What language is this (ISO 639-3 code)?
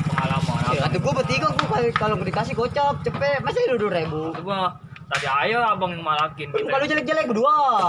bew